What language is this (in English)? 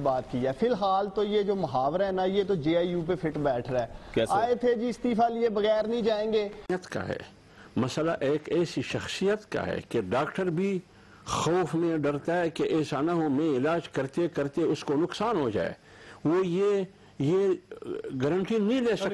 Urdu